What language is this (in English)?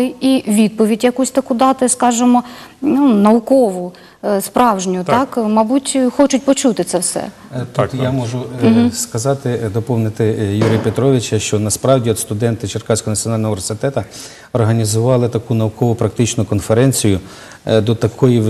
Ukrainian